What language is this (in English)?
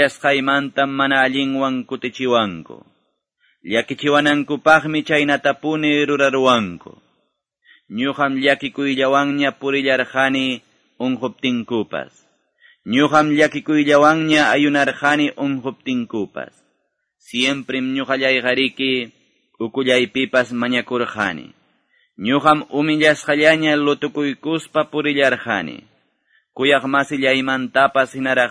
Quechua